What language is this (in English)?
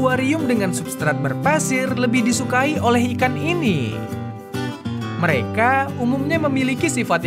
Indonesian